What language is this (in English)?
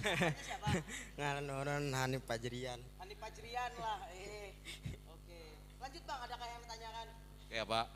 Banjar